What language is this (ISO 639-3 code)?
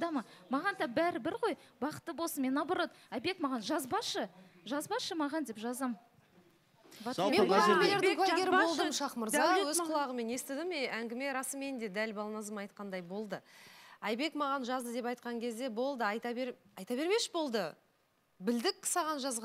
kaz